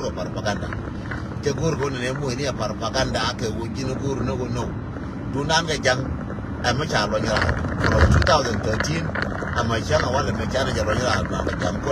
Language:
Nuer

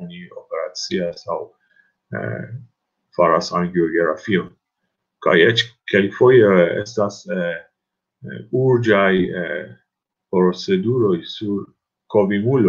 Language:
Esperanto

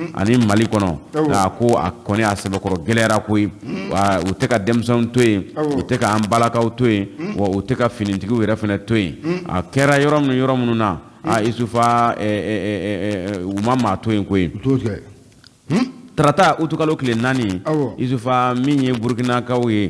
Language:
Bambara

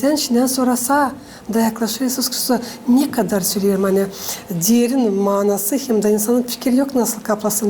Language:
Gagauz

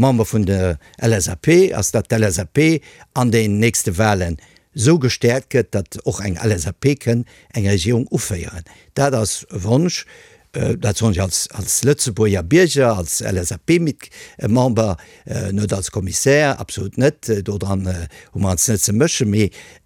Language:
Luxembourgish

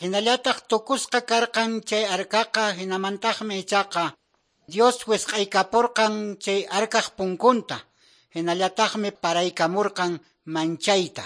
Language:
Quechua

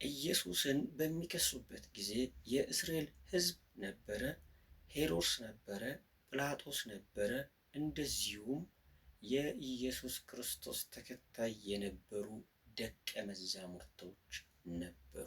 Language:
Amharic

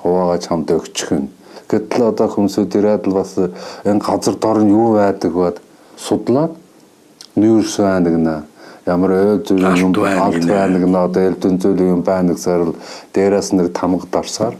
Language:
Mongolian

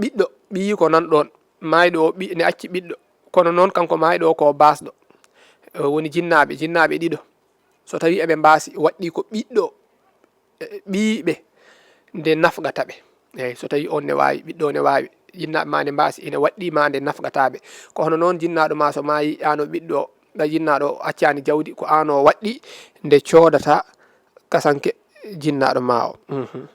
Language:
Fula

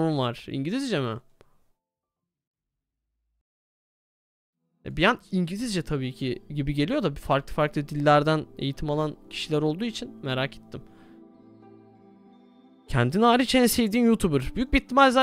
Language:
Turkish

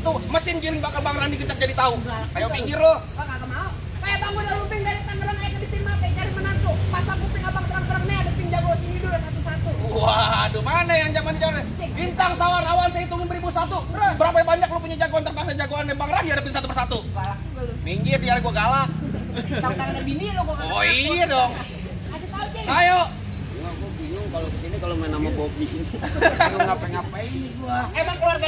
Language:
Betawi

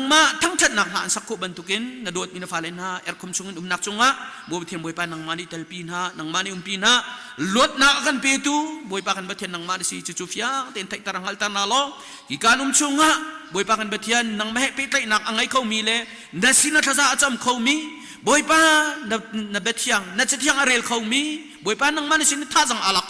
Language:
Hakha Chin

